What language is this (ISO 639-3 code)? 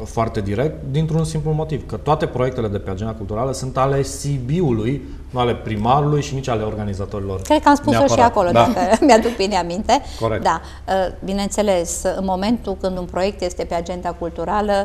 ron